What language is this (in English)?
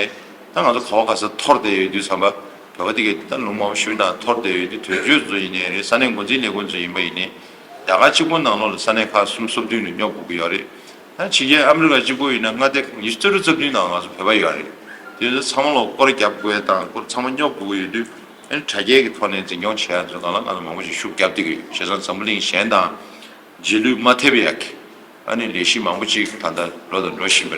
Tibetan